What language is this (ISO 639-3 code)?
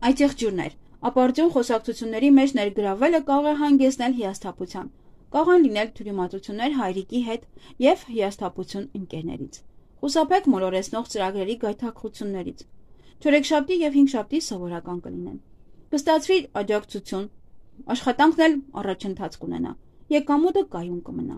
hye